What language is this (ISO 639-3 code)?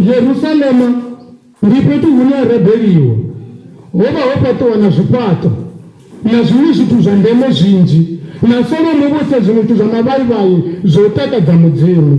ven